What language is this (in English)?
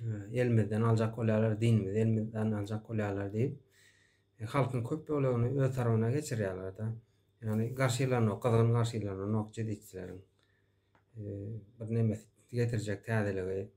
Turkmen